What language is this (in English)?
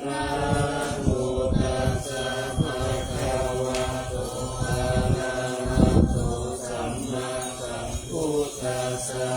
Pali